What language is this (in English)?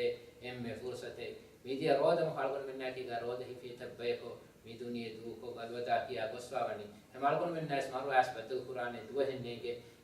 Divehi